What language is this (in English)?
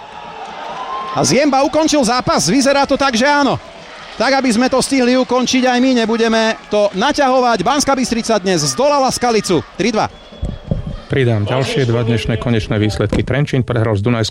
Slovak